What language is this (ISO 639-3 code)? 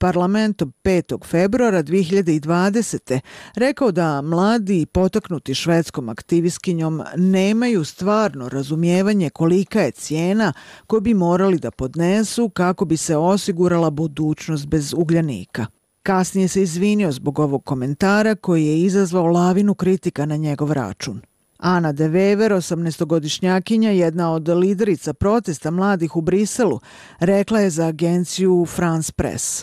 bos